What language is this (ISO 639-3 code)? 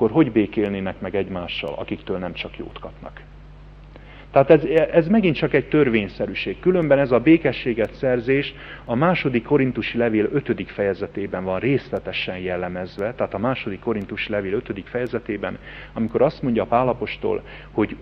hun